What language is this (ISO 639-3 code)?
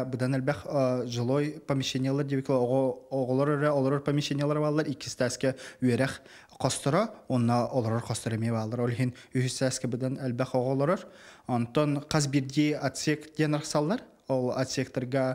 sah